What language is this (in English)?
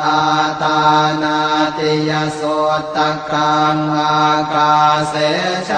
Pali